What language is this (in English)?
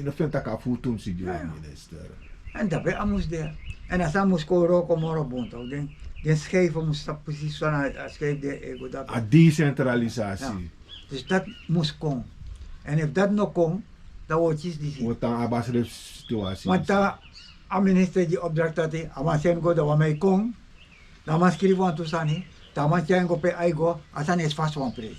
Sranan Tongo